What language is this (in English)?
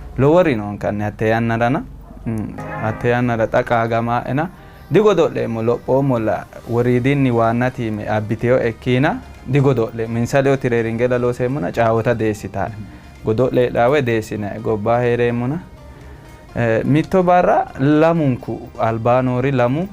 Sidamo